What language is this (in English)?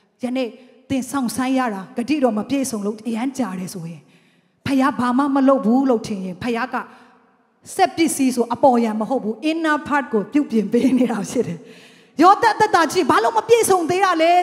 Burmese